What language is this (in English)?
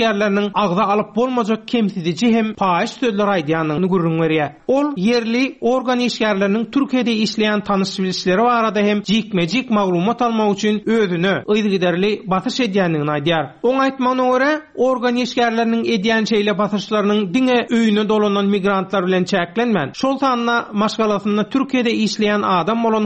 Turkmen